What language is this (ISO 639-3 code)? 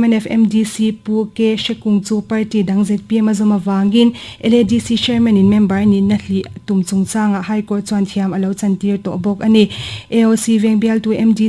lus